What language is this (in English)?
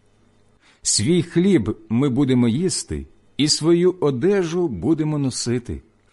Ukrainian